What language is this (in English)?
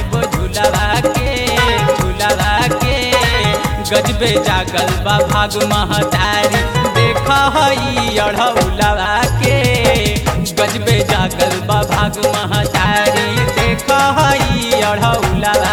Bhojpuri